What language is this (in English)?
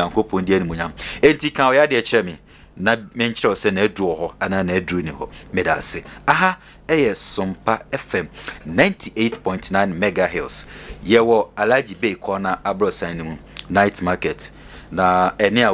Akan